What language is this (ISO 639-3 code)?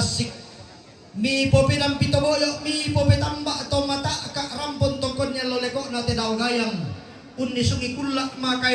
sda